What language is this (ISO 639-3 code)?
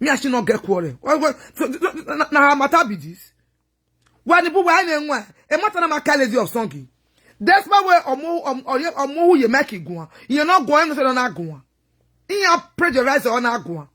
pcm